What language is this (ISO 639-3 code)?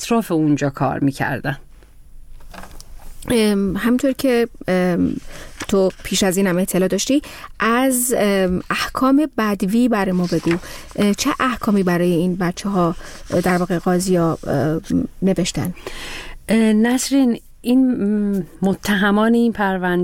fas